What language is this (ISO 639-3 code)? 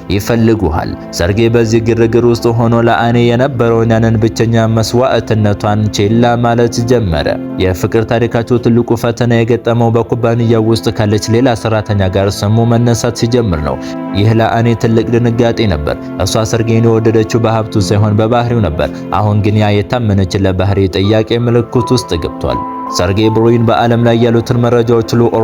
amh